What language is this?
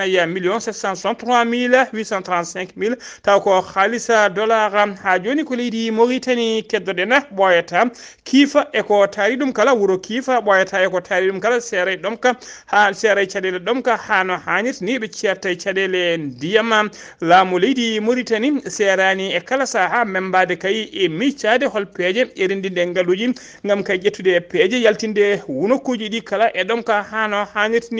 Fula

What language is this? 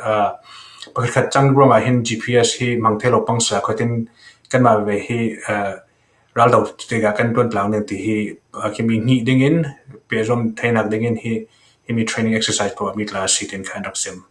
Falam Chin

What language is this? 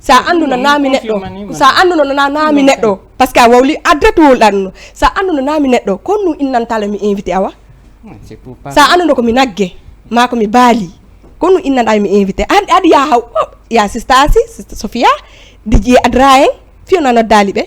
Fula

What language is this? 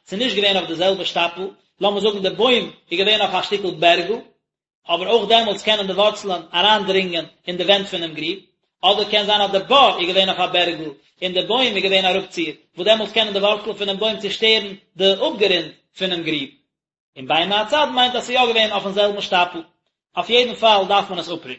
Yiddish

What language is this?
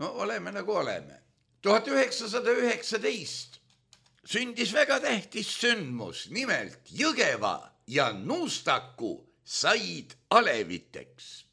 Estonian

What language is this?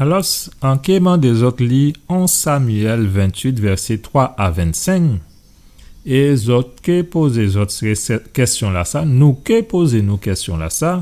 Guadeloupean Creole French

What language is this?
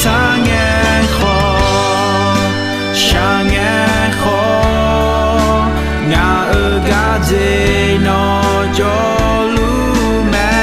Akha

